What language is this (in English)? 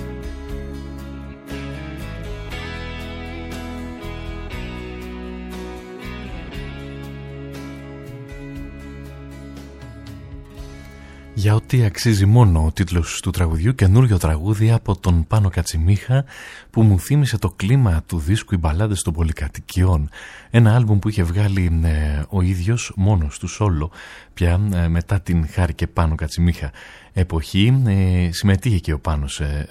Greek